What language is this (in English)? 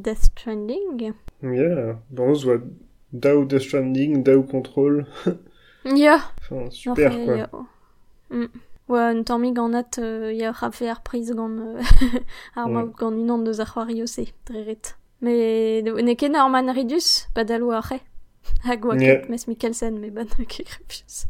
Breton